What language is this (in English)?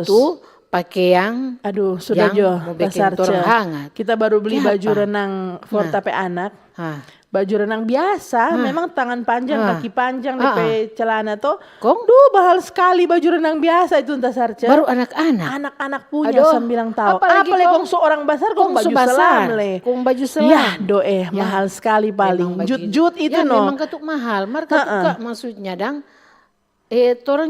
Manado Malay